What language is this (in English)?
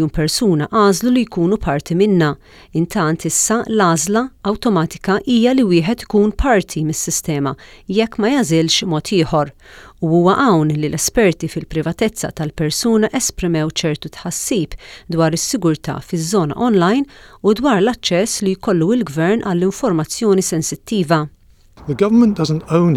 Maltese